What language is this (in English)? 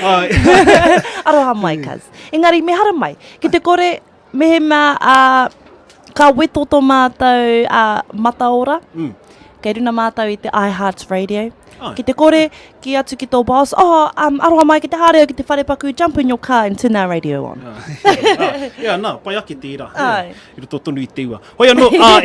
Māori